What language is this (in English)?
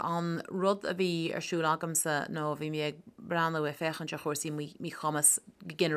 Irish